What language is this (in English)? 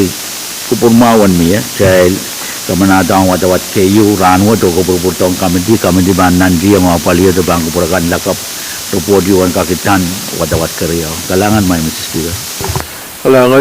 Pohnpeian